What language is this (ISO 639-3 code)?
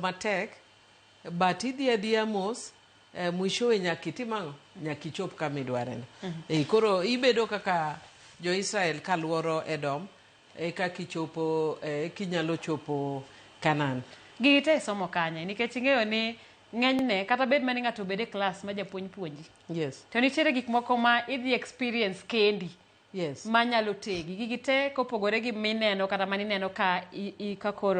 luo